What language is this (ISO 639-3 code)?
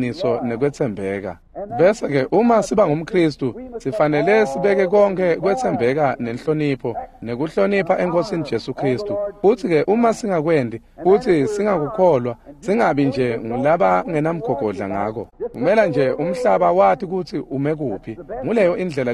ssw